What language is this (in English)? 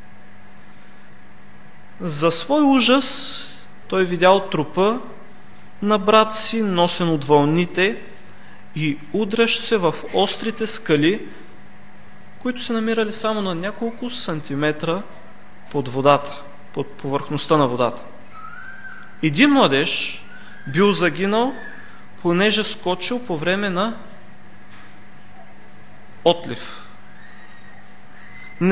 Bulgarian